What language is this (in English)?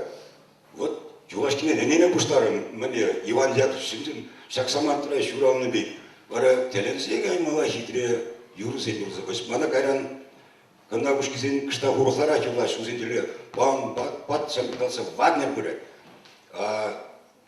Chuvash